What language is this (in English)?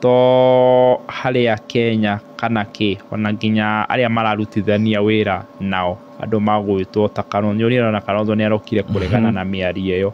Kikuyu